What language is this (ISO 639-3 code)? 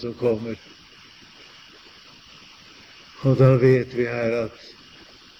nor